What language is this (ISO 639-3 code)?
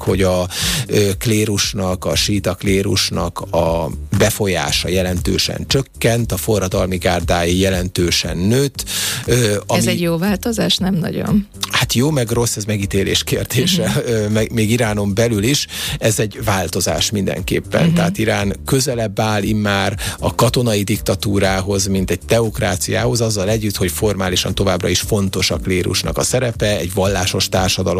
hun